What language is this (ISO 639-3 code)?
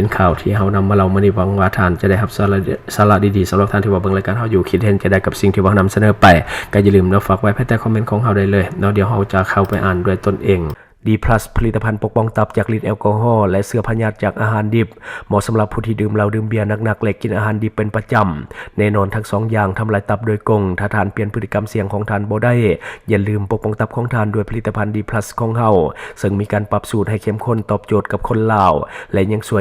lao